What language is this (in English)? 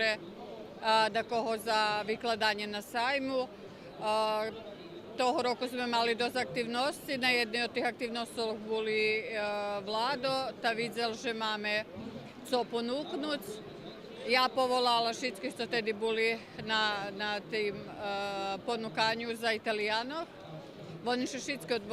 Rusyn